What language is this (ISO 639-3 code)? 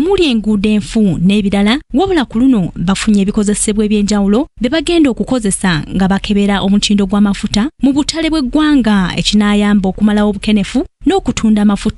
lug